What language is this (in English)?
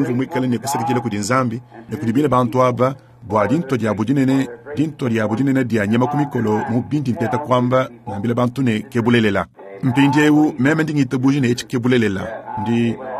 Luba-Lulua